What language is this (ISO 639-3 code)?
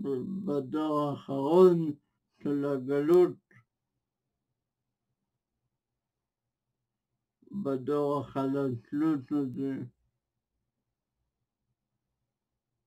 heb